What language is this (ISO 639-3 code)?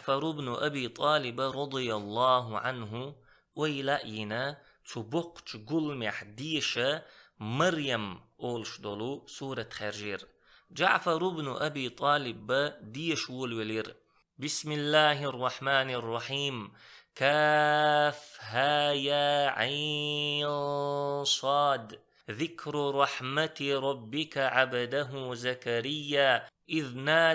che